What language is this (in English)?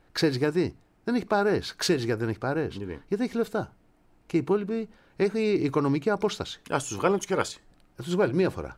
Greek